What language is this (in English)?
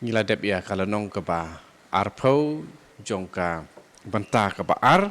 Khasi